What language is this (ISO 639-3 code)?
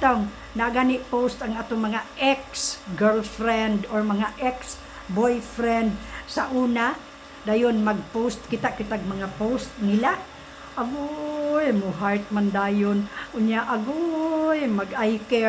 ceb